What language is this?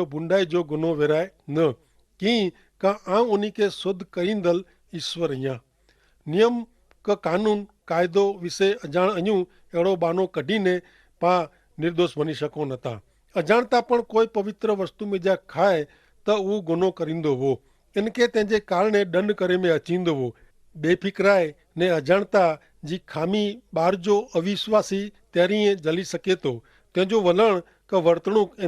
Kachhi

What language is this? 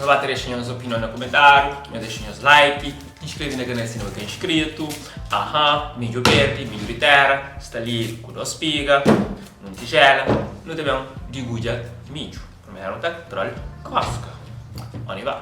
Kabuverdianu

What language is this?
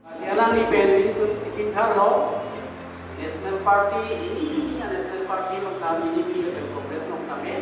Karbi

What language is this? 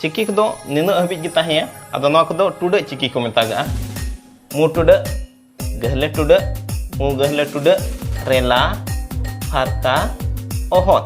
Santali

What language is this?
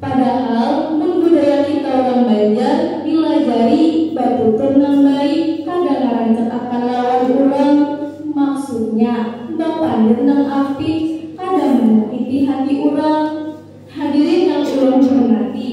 Banjar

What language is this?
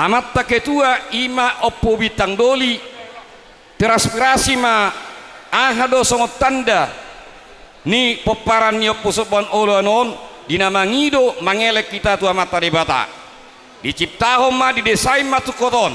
Batak Toba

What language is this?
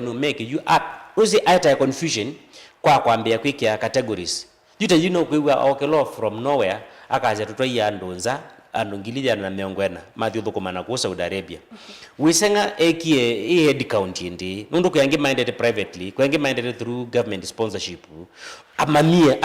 Kamba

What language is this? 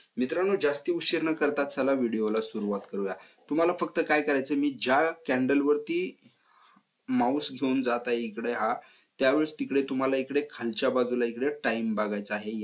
Marathi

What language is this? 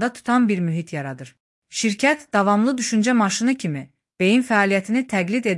Azerbaijani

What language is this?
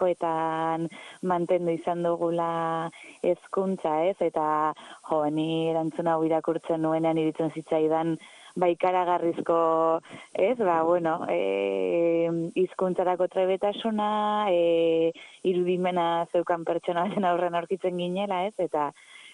Basque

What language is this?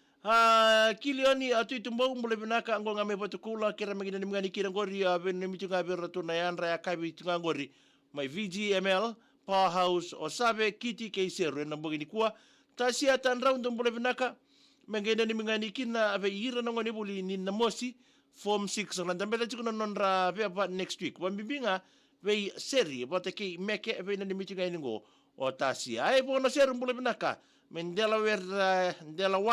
Fijian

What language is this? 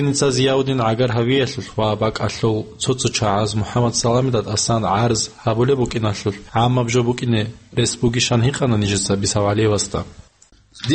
Avaric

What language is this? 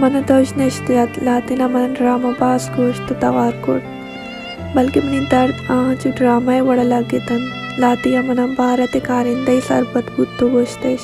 Baluchi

